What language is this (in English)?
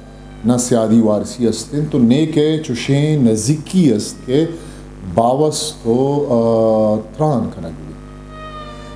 Eastern Balochi